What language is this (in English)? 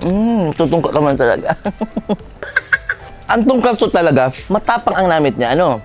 Bikol